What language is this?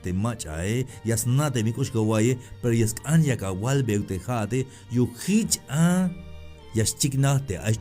Tzeltal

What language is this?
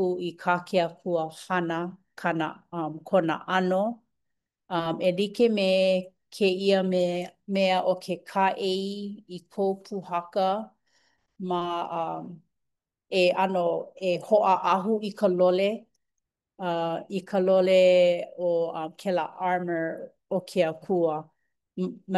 Hawaiian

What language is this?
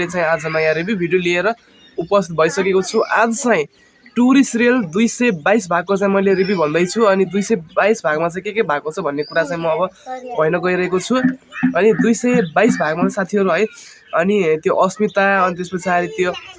Nepali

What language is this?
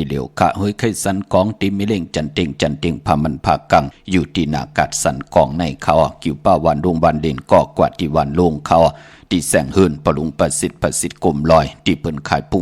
Shan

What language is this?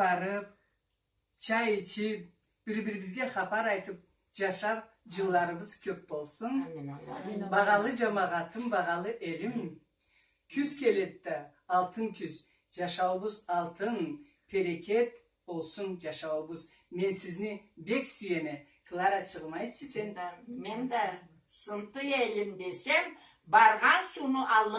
Karachay-Balkar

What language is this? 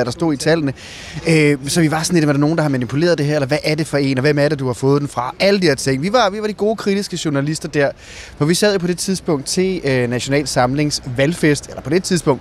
Danish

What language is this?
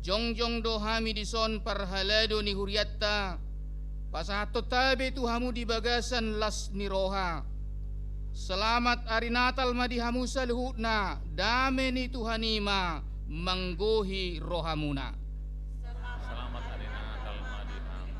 Batak Toba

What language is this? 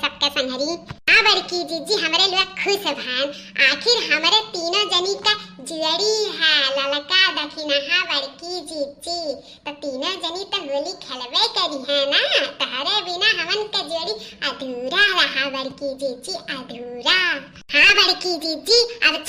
Awadhi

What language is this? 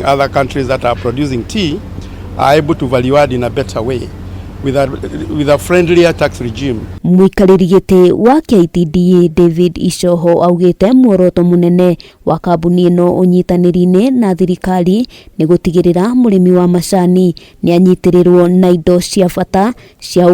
Kikuyu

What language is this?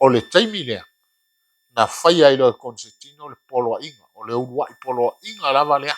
Samoan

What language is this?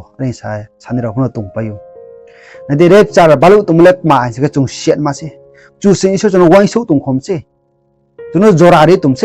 Riang (India)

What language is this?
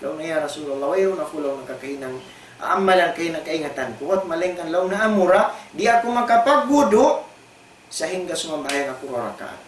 Tausug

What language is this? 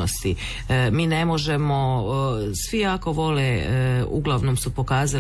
Croatian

